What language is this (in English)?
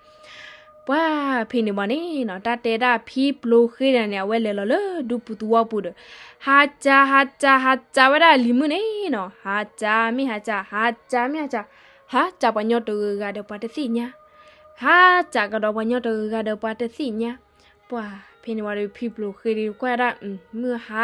S'gaw Karen